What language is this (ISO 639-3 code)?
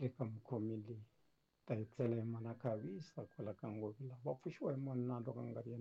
tso